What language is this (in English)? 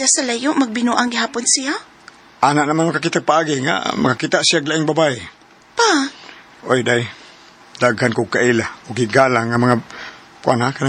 Cebuano